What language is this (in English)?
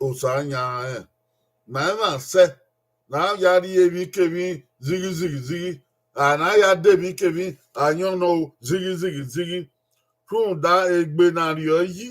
Bini